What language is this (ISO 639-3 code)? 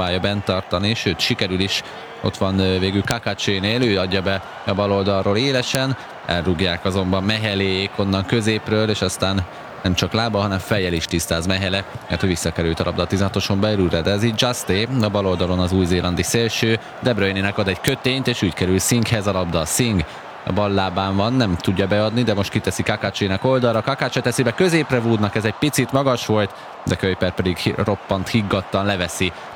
hun